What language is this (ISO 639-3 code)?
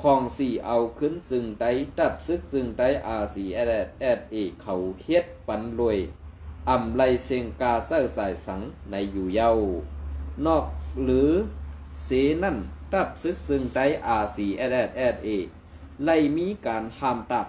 shn